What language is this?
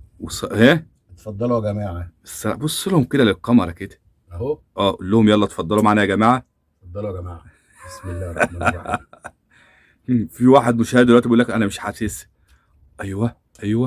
Egyptian Arabic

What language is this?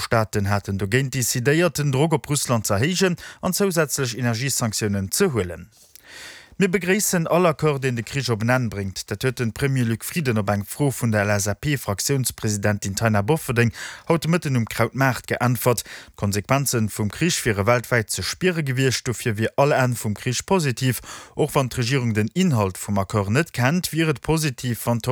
Luxembourgish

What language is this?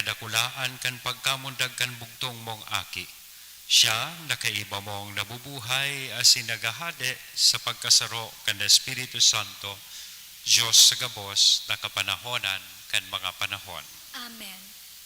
Bikol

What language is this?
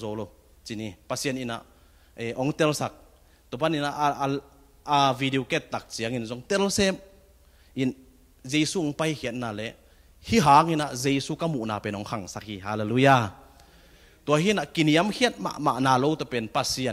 Tedim Chin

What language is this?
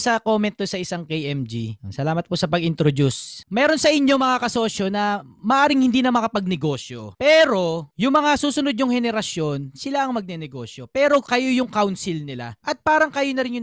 Filipino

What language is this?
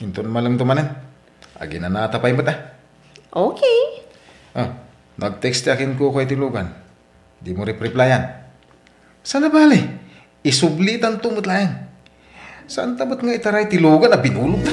Iloko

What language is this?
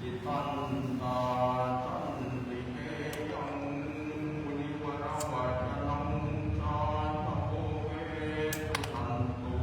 Pali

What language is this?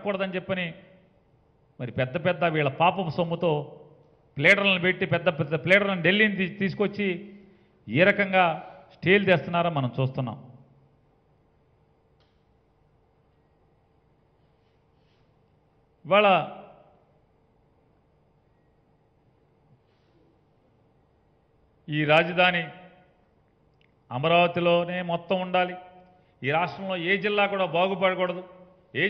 Telugu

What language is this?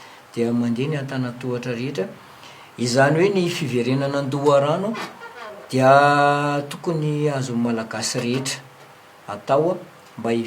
Malagasy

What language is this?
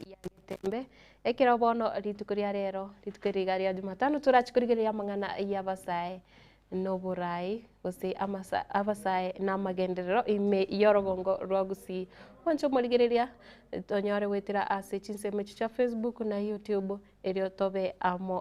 Gusii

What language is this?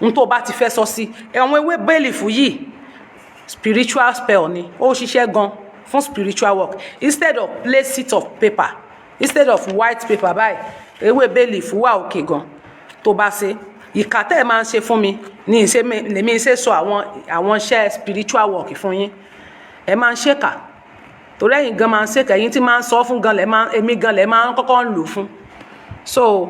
Yoruba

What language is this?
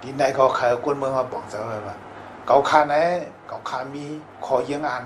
Shan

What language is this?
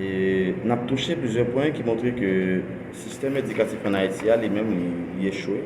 Haitian Creole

